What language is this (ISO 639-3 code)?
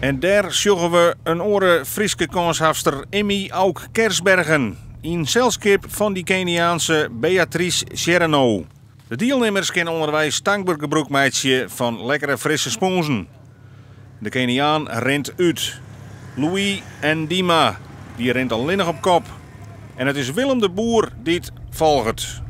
fry